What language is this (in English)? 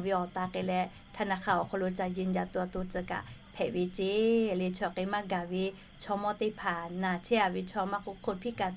Lahu